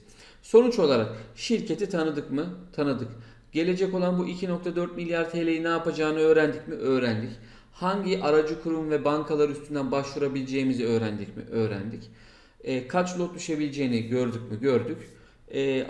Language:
Turkish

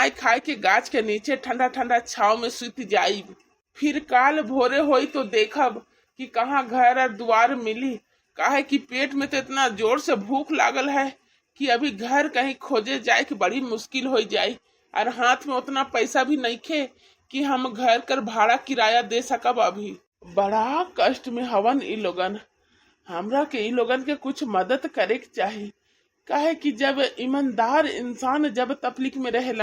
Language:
Bhojpuri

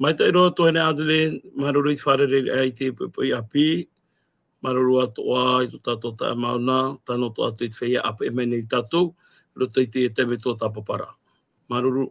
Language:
Tahitian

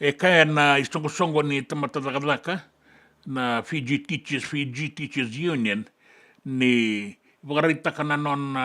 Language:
Fijian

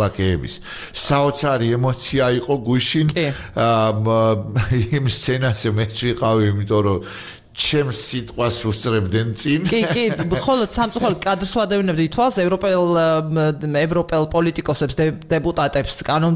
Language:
Georgian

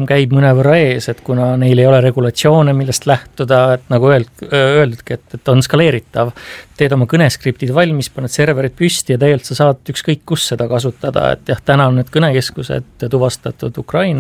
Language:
Estonian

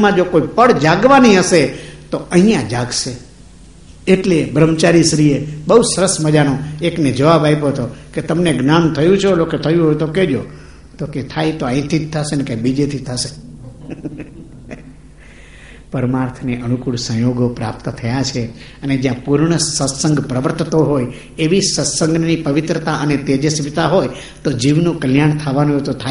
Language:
Gujarati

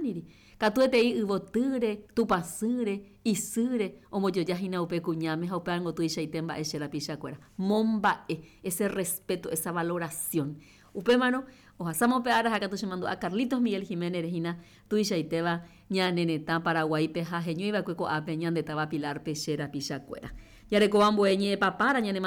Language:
Guarani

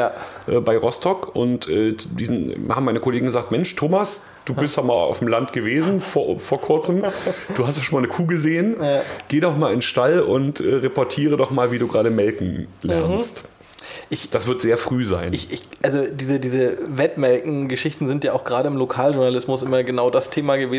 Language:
German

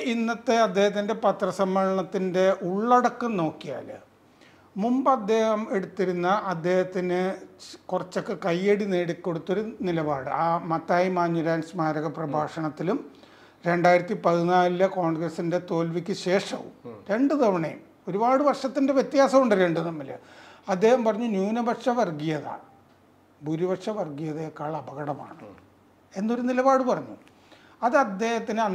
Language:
Malayalam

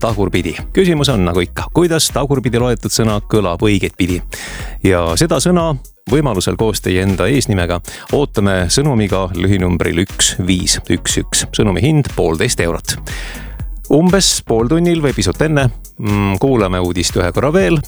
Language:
Estonian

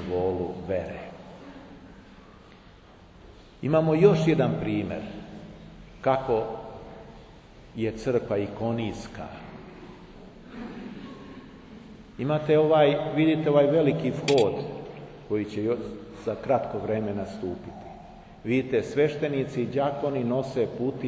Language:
Serbian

